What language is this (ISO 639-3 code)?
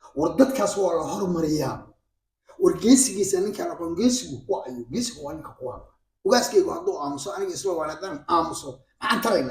som